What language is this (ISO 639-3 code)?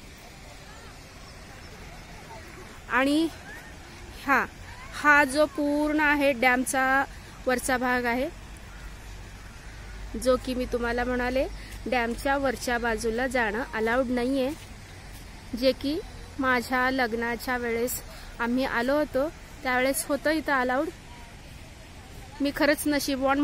mar